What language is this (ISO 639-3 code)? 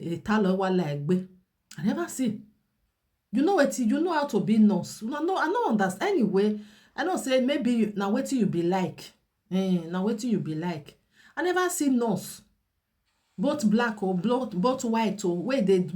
pcm